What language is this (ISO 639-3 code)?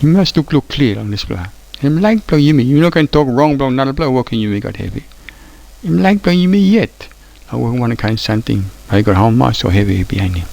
tpi